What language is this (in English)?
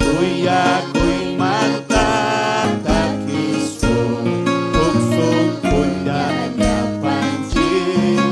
Ayacucho Quechua